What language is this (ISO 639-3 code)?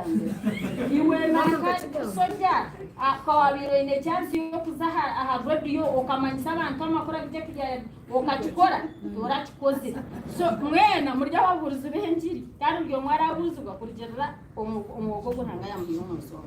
nyn